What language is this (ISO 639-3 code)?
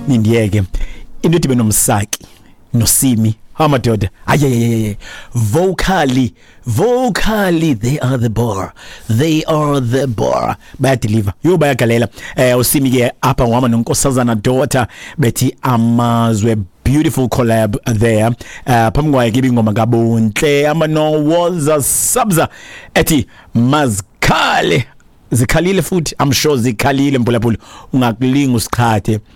xho